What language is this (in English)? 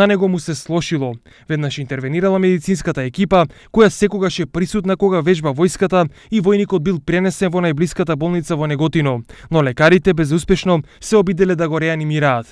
Macedonian